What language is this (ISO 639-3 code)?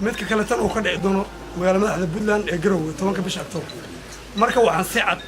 som